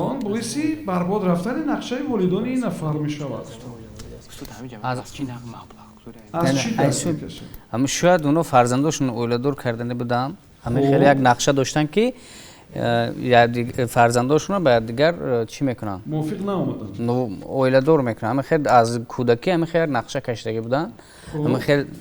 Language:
Tajik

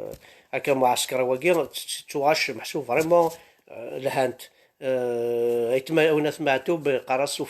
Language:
Kabyle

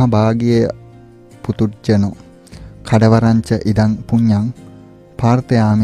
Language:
Sinhala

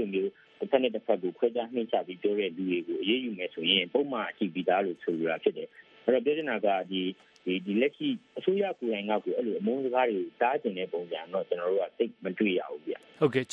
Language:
Burmese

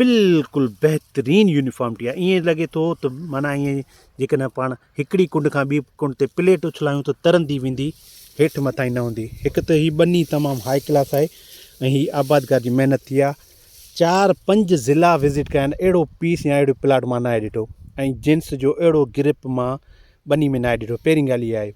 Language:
Sindhi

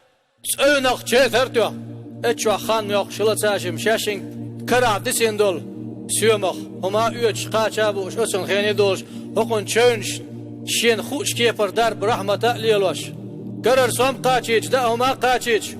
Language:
Chechen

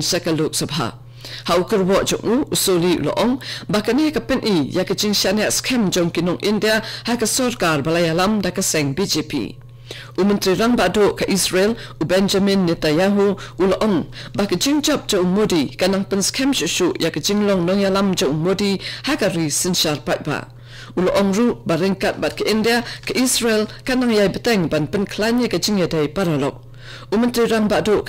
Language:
Khasi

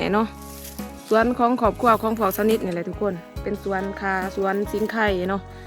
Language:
Lao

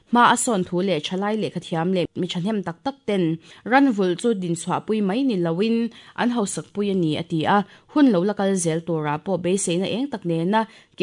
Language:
Mizo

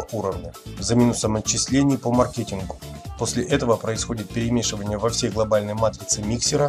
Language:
Russian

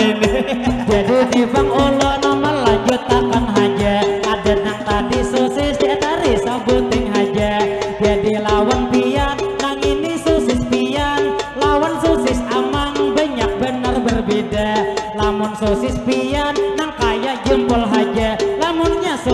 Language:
Banjar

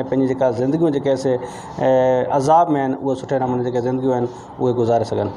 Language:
Sindhi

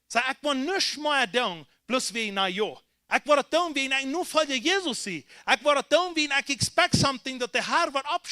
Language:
Plautdietsch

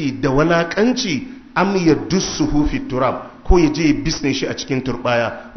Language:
Hausa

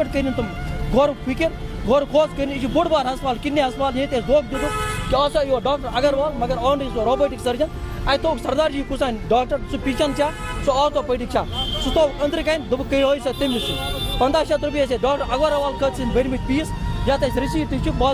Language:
Kashmiri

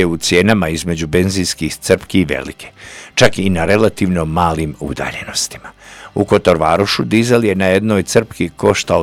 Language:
Croatian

